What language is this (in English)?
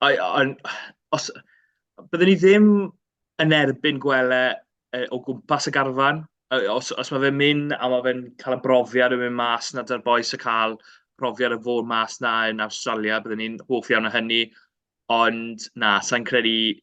Welsh